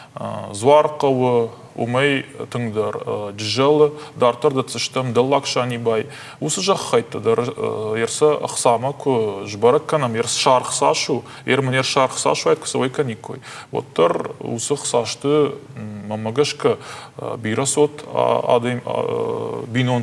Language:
Ossetic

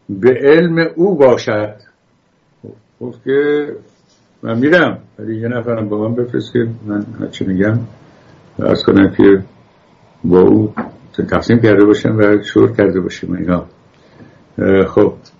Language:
Persian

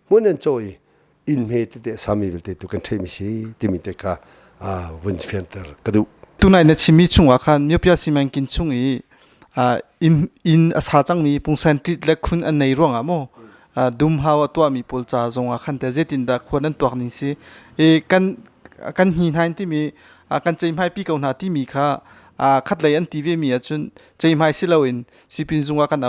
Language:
Hakha Chin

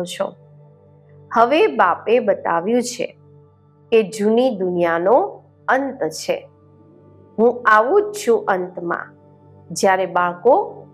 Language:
Gujarati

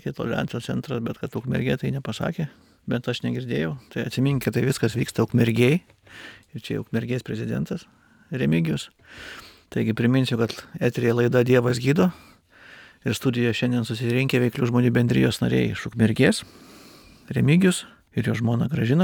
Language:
Lithuanian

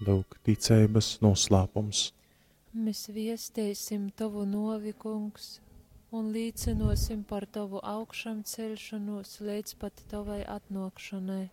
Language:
Latgalian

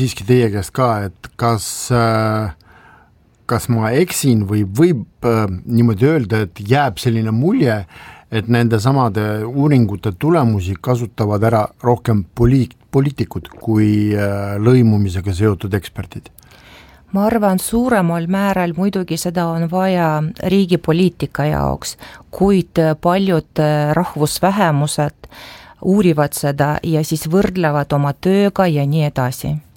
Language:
Estonian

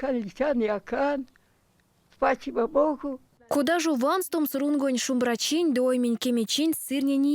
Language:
Erzya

